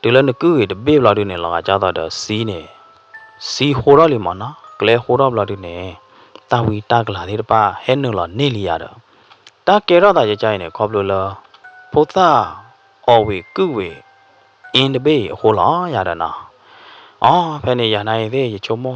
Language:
S'gaw Karen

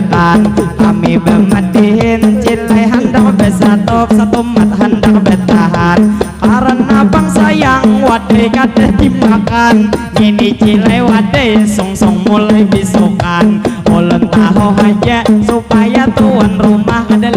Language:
Banjar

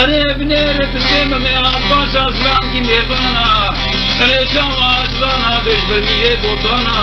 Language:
Kurdish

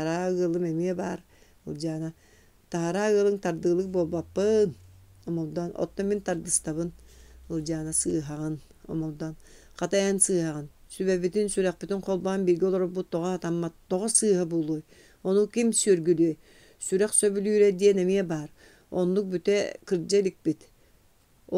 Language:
Yakut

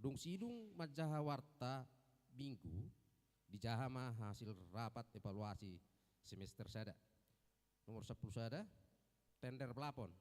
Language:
Batak Toba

